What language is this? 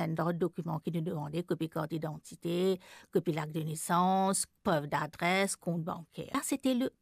Morisyen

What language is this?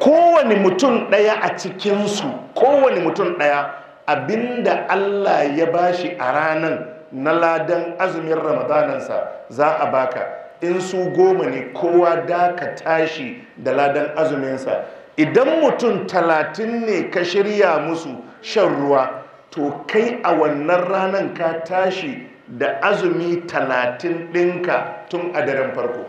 Hausa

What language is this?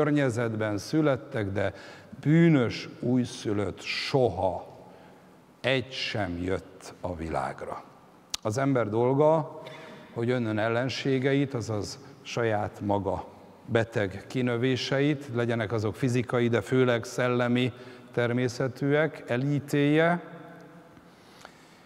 Hungarian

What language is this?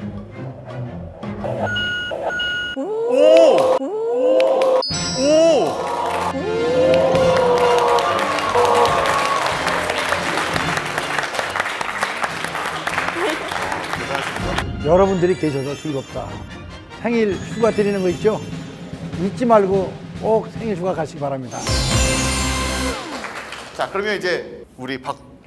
Korean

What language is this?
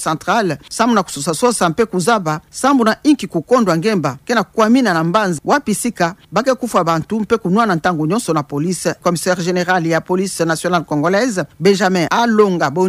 Kituba (Democratic Republic of Congo)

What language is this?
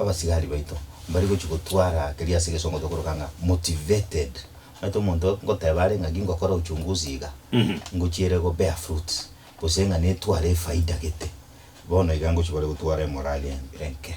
Gusii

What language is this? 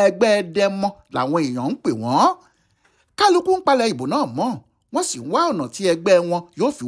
Yoruba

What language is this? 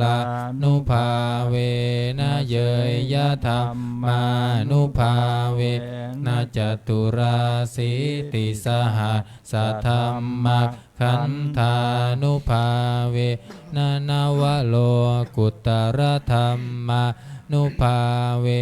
Pali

